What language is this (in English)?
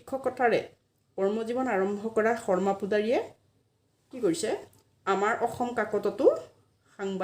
Assamese